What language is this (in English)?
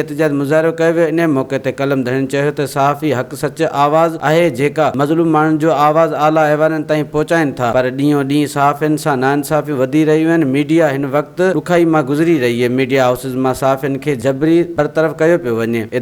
Sindhi